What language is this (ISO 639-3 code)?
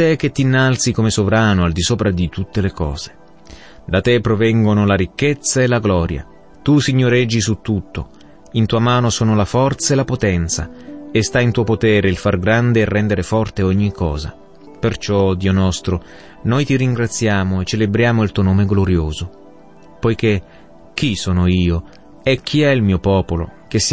ita